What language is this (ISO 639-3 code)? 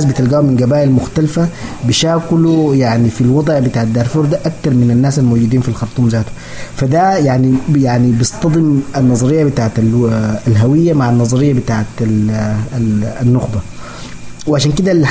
apd